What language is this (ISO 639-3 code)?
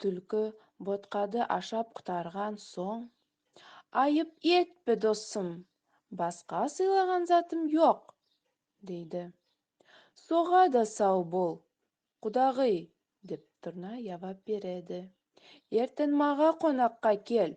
nog